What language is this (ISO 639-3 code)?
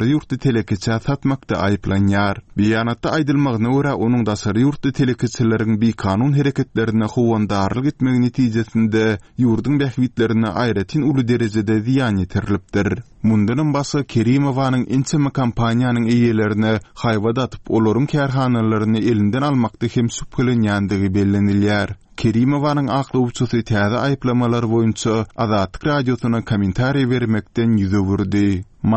tuk